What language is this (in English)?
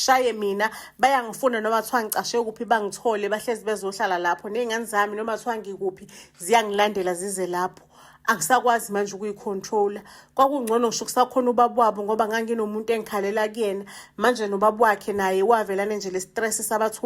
Zulu